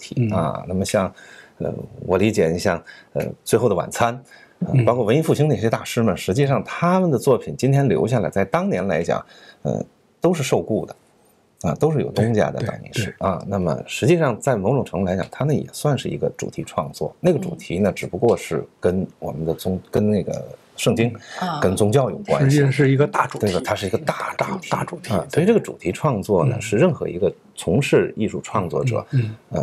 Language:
Chinese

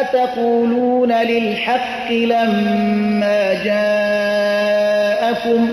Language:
Persian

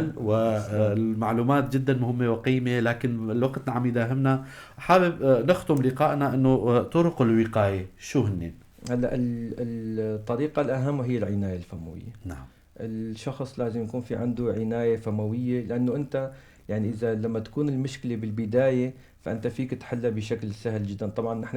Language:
North Levantine Arabic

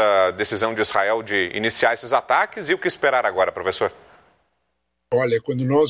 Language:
Portuguese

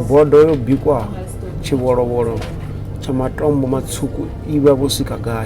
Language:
Venda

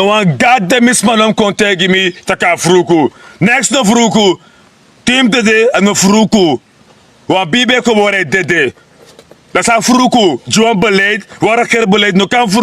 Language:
Sranan Tongo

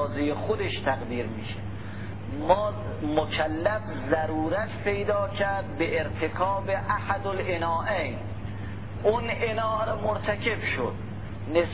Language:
Persian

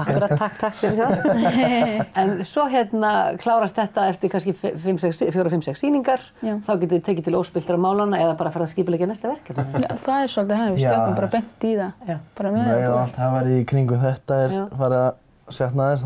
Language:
Icelandic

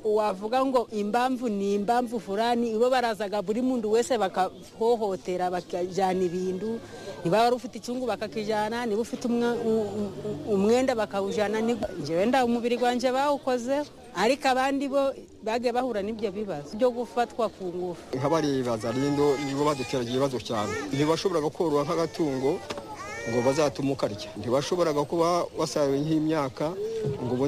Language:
Kinyarwanda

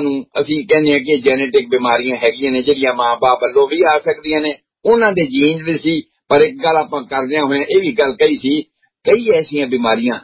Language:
Punjabi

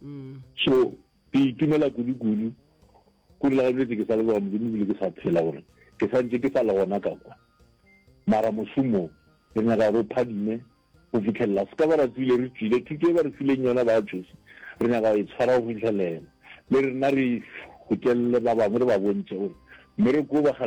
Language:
Northern Sotho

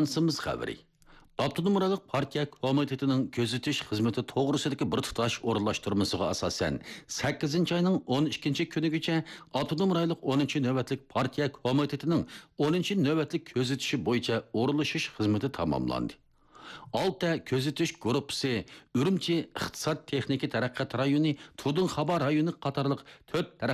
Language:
Uyghur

